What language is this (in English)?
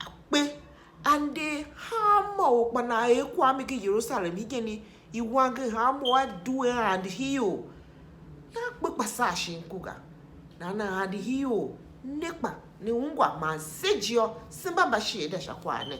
Tiv